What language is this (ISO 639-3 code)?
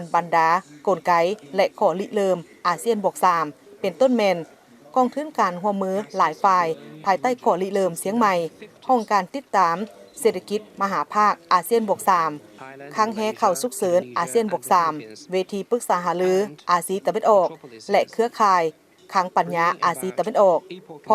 lao